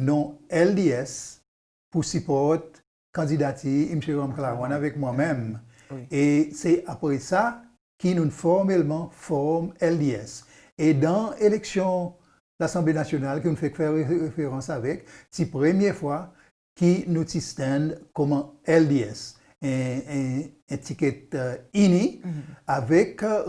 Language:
Seselwa Creole French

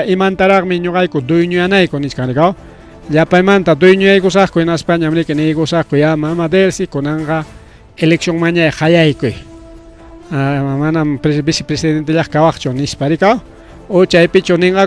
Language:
Ayacucho Quechua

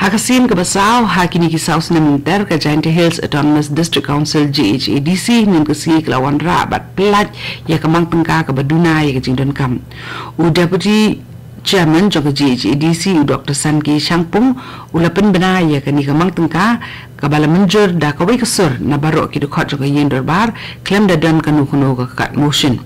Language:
Khasi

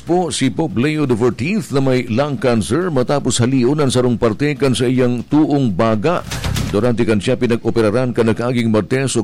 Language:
Bikol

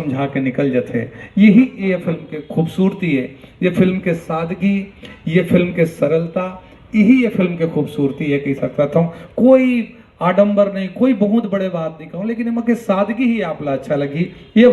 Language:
Chhattisgarhi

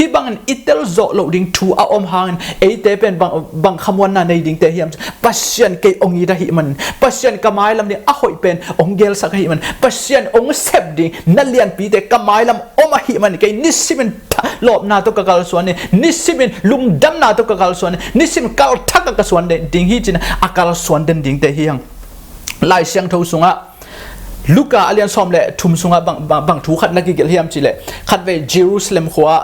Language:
Tedim Chin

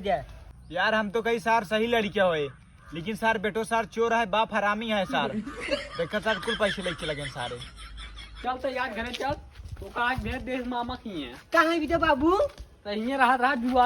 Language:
Awadhi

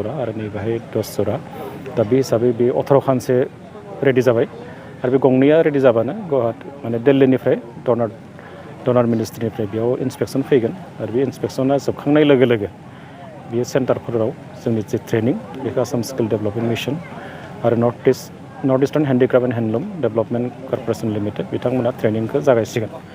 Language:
Bodo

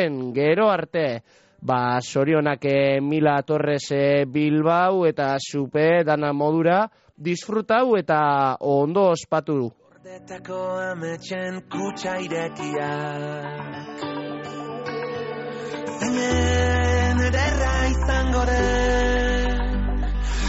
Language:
Basque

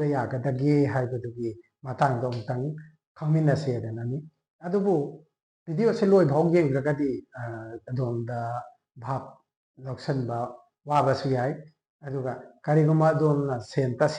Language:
Manipuri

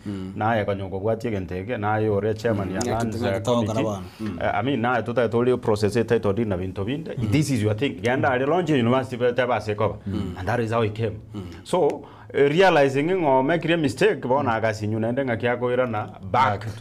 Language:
Gusii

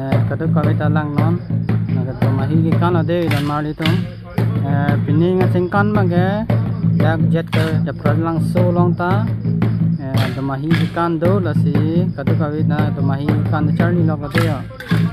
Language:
Karbi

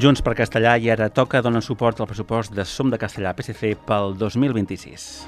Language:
Catalan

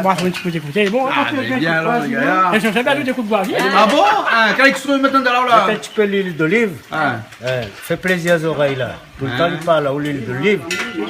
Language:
Réunion Creole French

